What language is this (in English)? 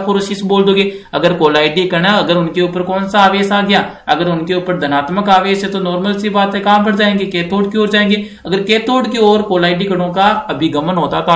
Hindi